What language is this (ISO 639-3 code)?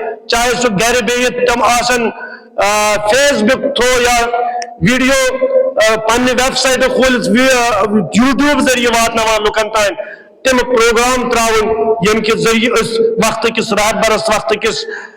kas